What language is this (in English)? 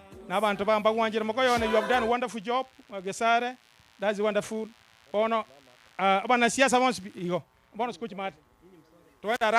Gusii